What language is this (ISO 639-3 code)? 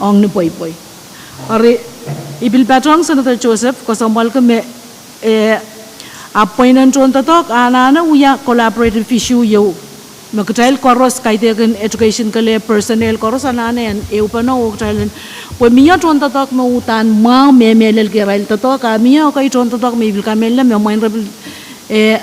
pon